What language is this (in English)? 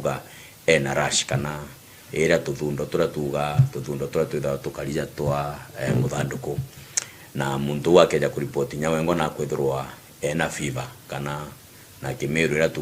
Meru